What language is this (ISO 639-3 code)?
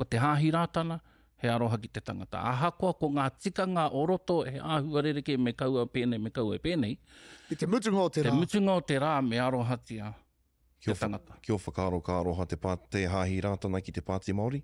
mri